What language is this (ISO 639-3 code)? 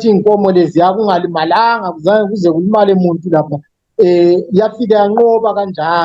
zul